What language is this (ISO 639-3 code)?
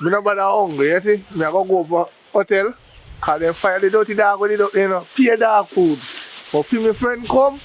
jam